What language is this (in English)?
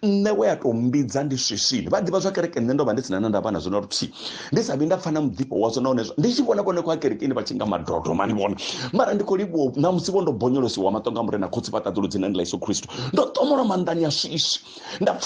Venda